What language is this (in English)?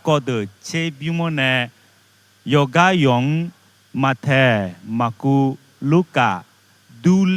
Akha